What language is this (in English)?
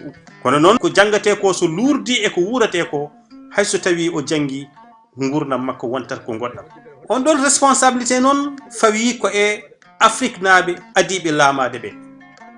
Fula